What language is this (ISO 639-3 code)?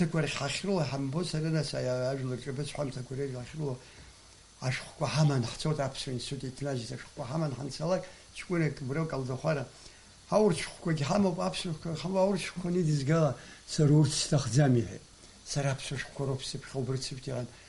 abk